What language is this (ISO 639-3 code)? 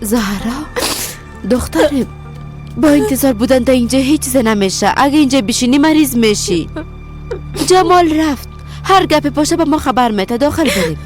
fas